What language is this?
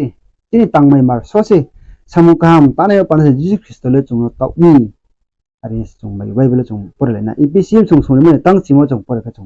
Riang (India)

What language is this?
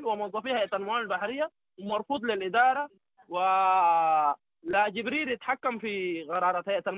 Sudanese Arabic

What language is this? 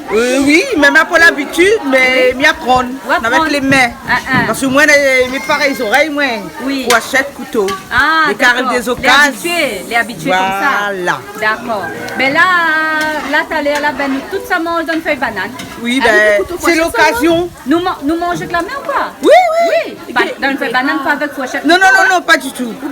Réunion Creole French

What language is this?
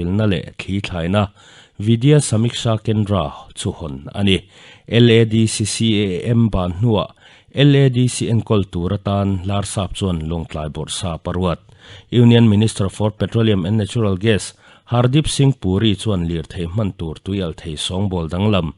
Mizo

